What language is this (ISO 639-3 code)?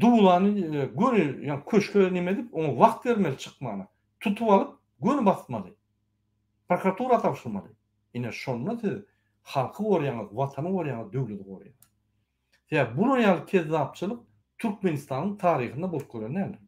tuk